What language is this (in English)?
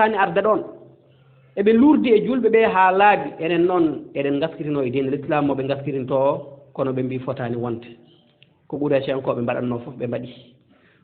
Fula